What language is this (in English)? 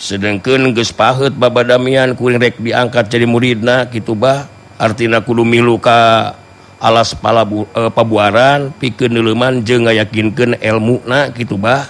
Sundanese